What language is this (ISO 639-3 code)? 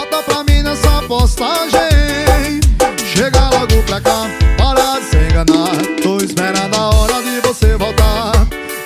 por